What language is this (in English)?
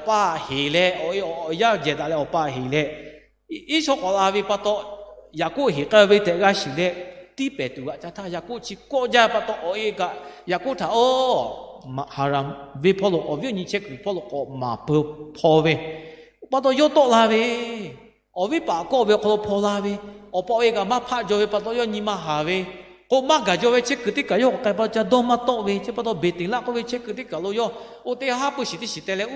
Lahu